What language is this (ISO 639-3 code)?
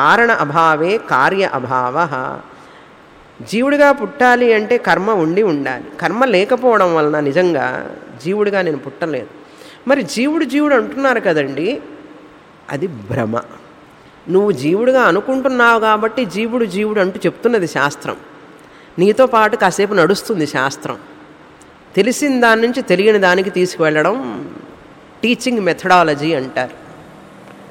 tel